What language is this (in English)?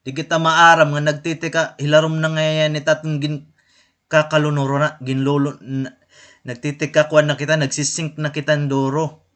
Waray